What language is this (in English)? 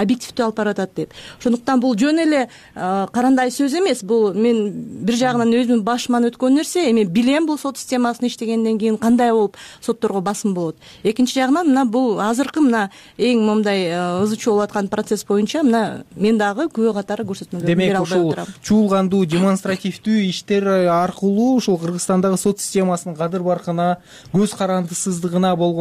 Kyrgyz